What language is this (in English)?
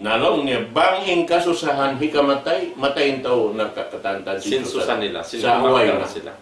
Tausug